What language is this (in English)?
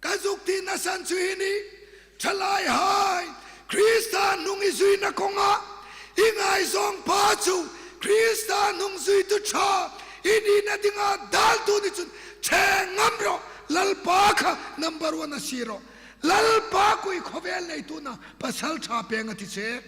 Hmar